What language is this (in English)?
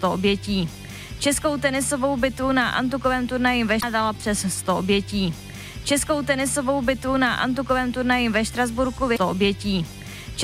Czech